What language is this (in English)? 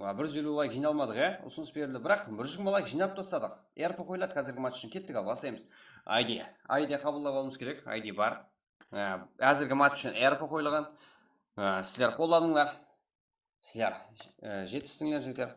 Kara-Kalpak